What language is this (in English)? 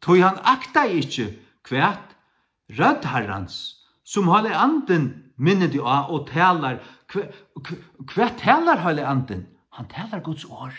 Faroese